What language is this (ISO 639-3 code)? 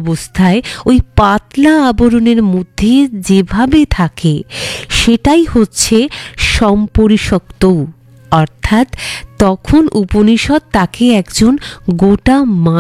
ben